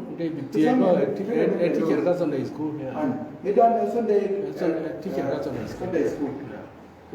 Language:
Nuer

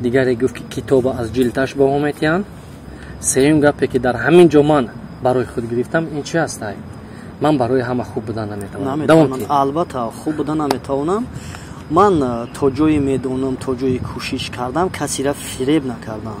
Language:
Tajik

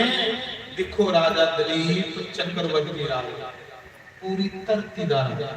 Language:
Dogri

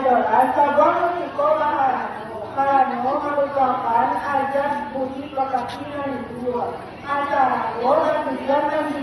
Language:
Minangkabau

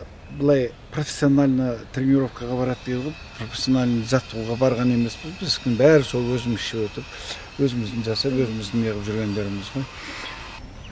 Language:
Kazakh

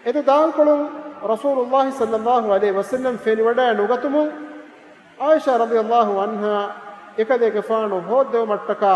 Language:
Divehi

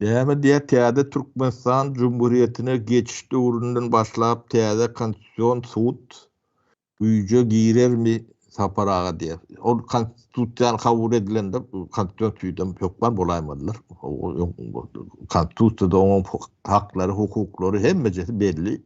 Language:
Turkmen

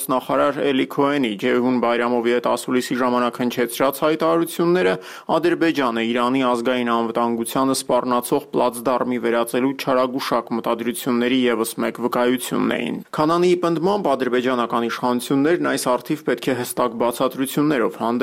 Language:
Armenian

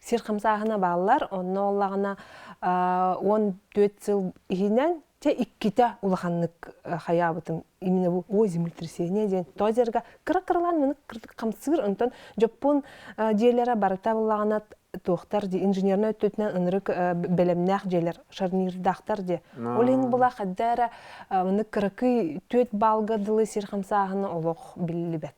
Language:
Yakut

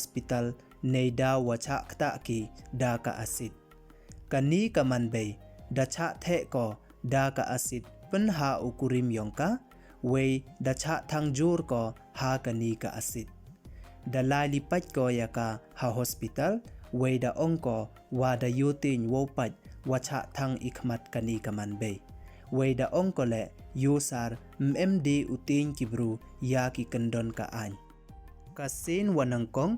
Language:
Pnar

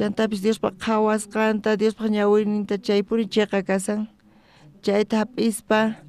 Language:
South Bolivian Quechua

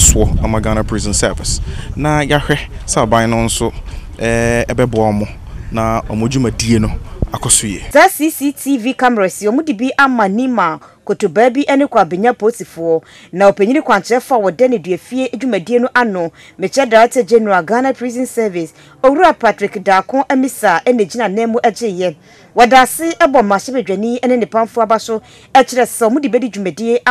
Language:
Akan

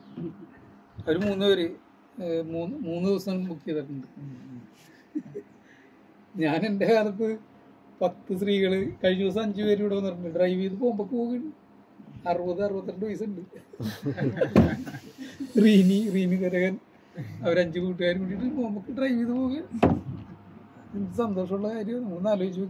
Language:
Malayalam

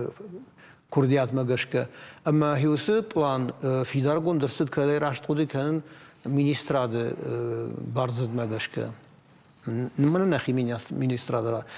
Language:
Ossetic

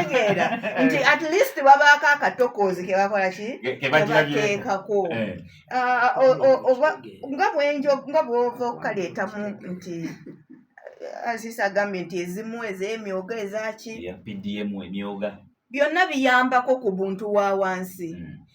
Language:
Ganda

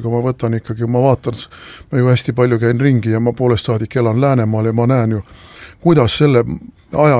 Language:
Estonian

